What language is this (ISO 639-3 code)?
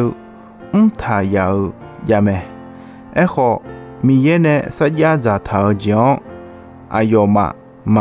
ahk